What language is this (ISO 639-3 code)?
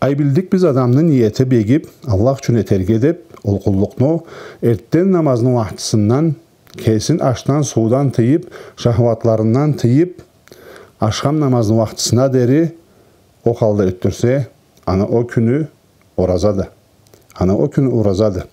krc